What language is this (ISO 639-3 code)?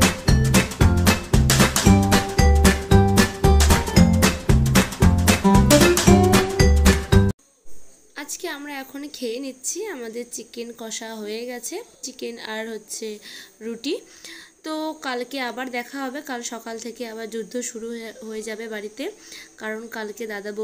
ben